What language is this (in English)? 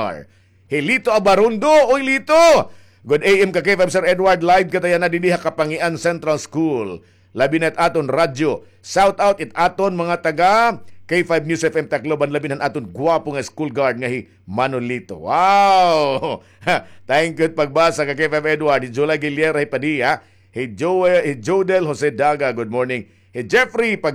Waray